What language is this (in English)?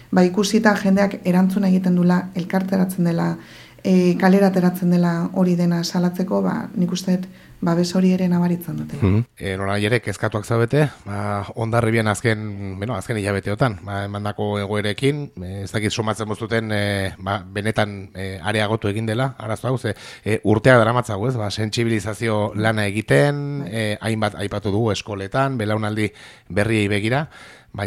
Basque